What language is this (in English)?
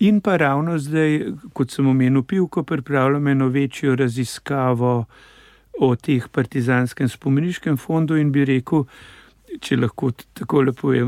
Slovenian